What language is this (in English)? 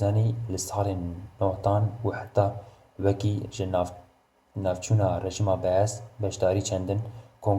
Kurdish